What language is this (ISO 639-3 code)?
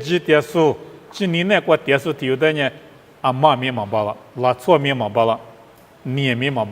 lis